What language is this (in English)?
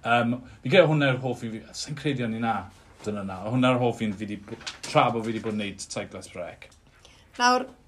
Welsh